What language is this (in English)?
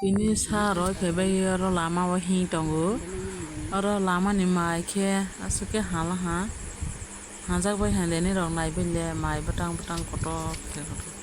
Kok Borok